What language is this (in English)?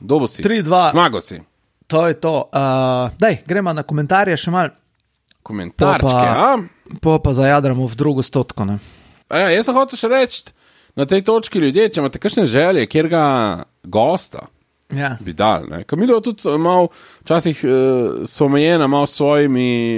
Slovenian